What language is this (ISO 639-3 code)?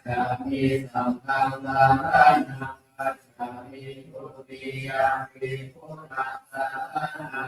pli